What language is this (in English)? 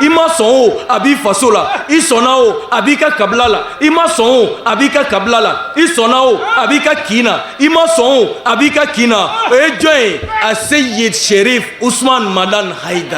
Bambara